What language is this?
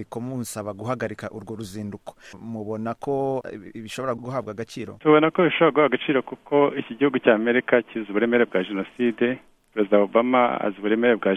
Kinyarwanda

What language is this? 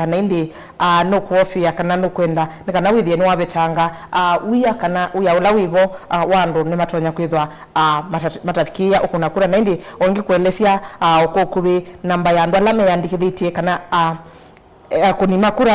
Kamba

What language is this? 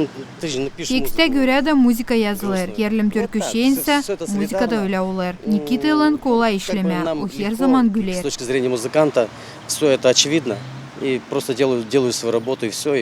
Gagauz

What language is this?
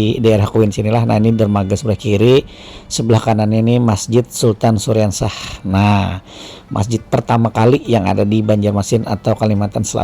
Banjar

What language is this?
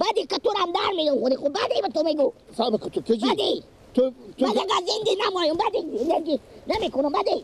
Persian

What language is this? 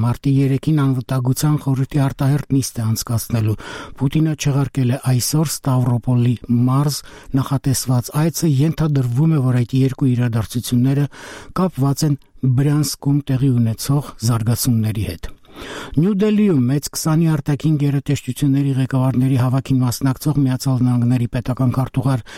Armenian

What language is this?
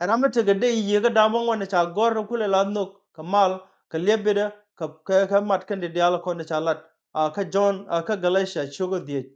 Nuer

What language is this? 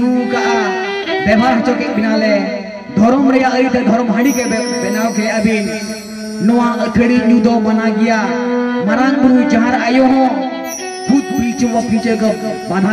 Santali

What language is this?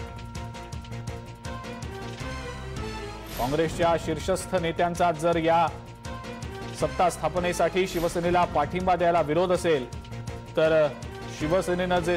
Marathi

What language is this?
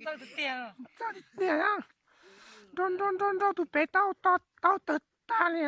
Hmong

